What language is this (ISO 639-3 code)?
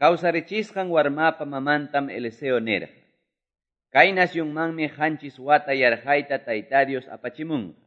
que